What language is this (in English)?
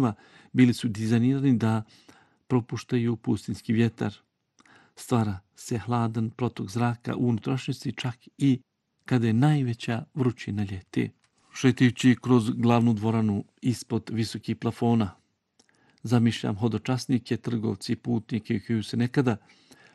Bosnian